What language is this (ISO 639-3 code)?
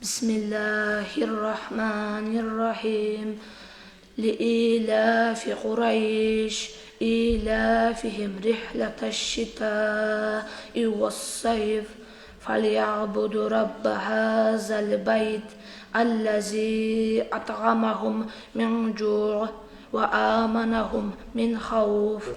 kum